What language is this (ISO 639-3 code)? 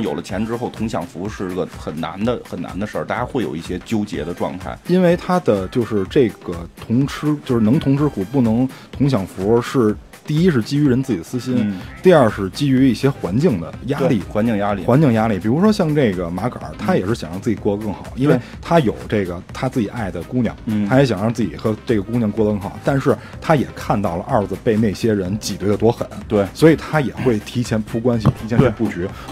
zho